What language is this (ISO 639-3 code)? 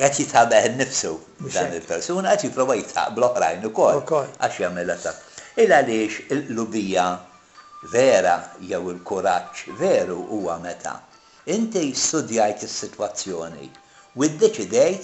mlt